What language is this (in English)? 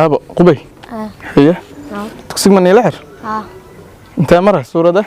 Somali